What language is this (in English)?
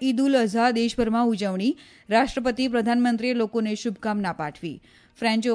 Gujarati